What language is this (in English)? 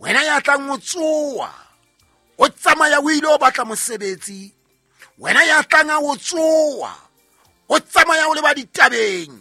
Southern Sotho